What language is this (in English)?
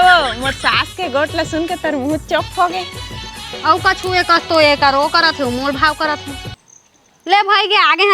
Chhattisgarhi